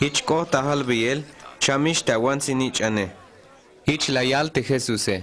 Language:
Tzeltal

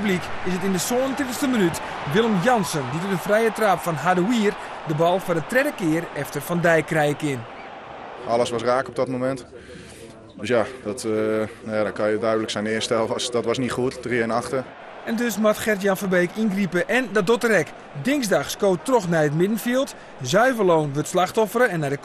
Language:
Western Frisian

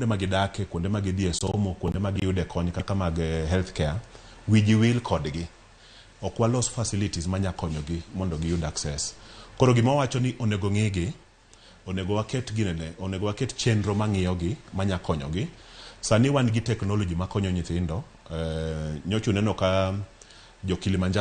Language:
Luo (Kenya and Tanzania)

